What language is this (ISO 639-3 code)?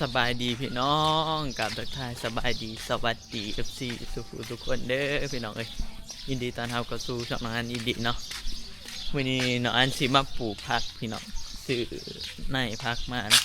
tts